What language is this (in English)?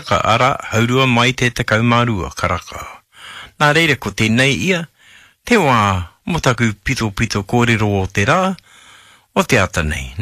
Māori